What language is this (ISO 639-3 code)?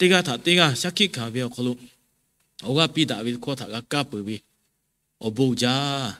lhu